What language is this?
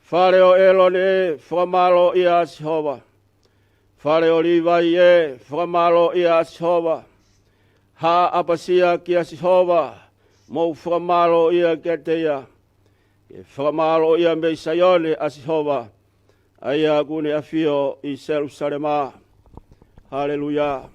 Tongan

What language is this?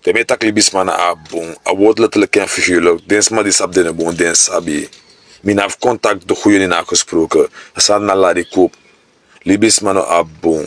Sranan Tongo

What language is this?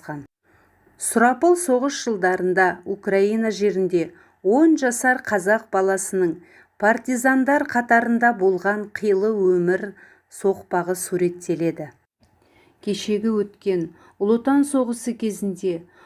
Kazakh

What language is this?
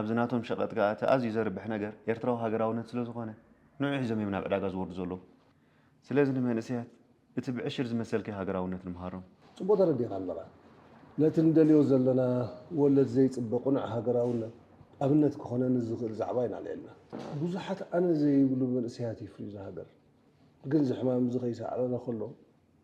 Tigrinya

